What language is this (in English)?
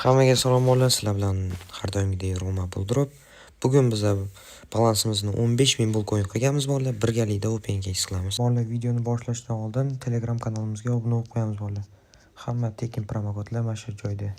Uzbek